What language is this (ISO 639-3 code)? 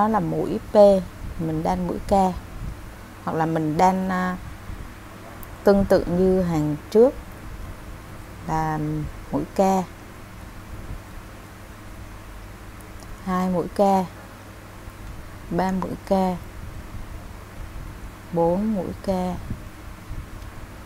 vie